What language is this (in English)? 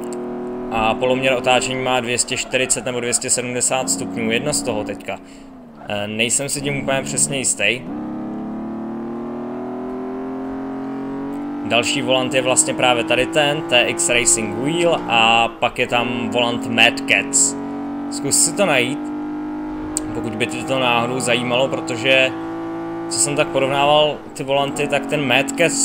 Czech